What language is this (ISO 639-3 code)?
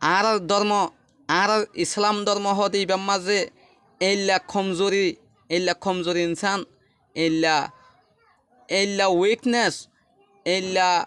rhg